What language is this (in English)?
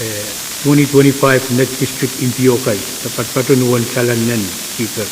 Pohnpeian